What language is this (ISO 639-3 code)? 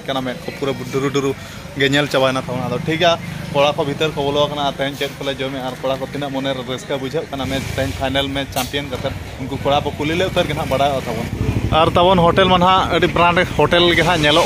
sat